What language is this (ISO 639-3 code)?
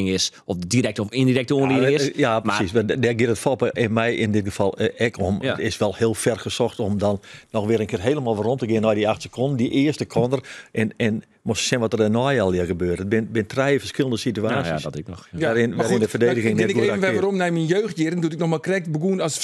fry